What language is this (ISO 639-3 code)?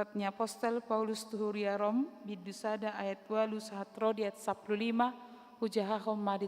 bbc